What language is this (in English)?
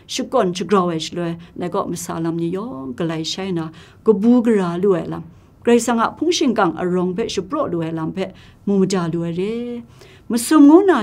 Kachin